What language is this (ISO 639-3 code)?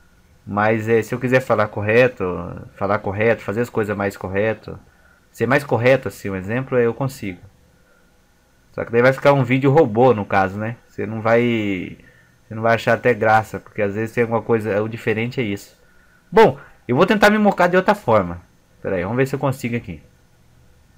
por